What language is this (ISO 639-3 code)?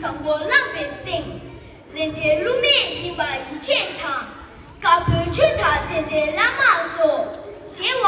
bod